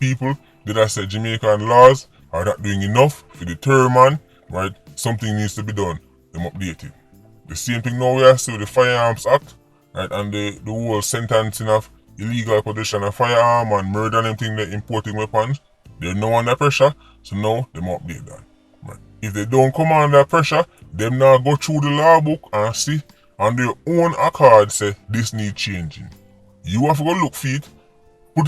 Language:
Jamaican Creole English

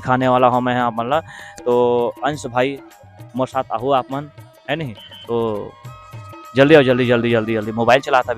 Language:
Chhattisgarhi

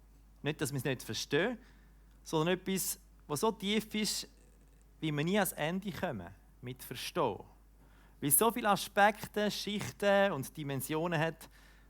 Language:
Swiss German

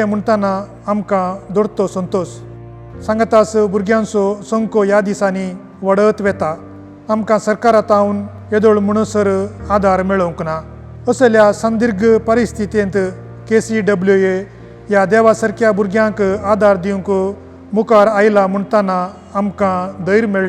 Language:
Konkani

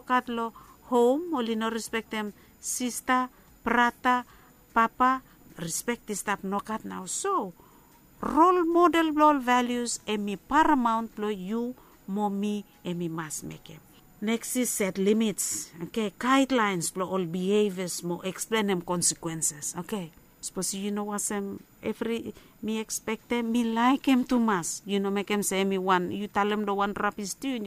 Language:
Bislama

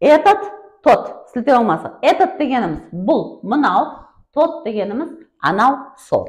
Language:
Kara-Kalpak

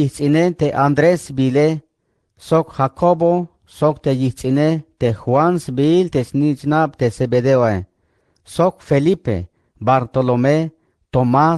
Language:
Tzeltal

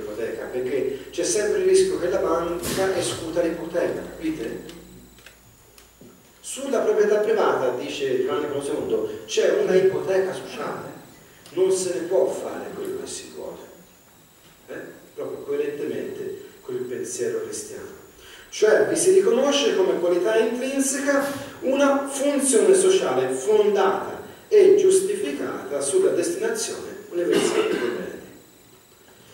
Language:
Italian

